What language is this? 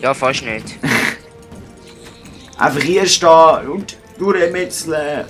Swiss German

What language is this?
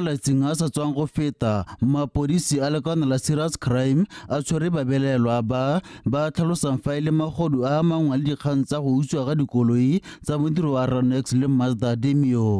Tswana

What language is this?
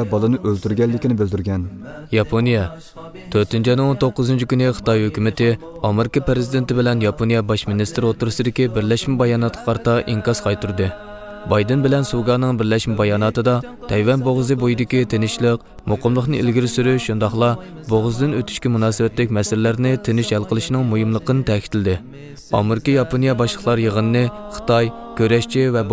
Uyghur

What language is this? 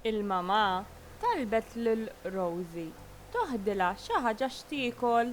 Maltese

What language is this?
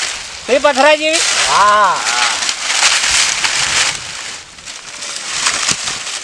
Gujarati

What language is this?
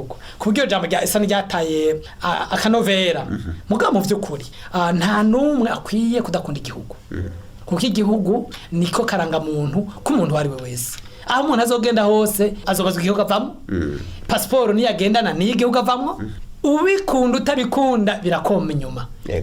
Rundi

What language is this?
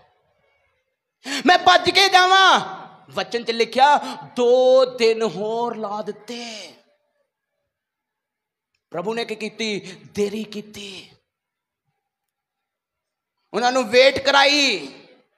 Punjabi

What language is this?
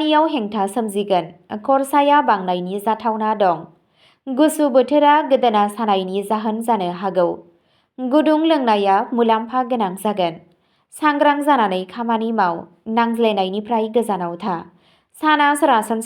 Bodo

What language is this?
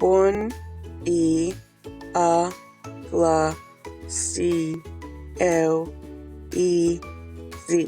Mi'kmaw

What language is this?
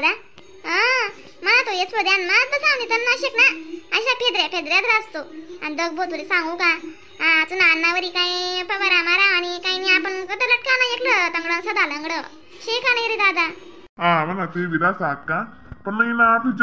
Khandesi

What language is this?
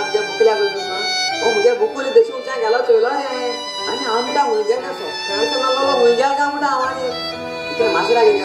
Konkani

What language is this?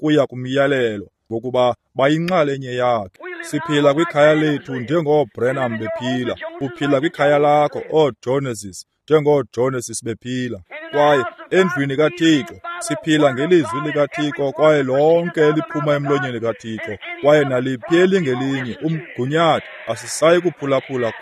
Xhosa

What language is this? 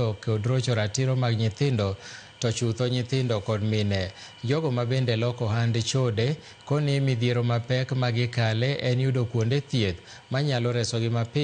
Luo (Kenya and Tanzania)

